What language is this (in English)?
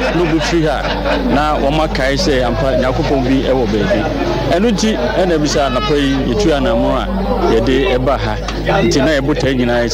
Akan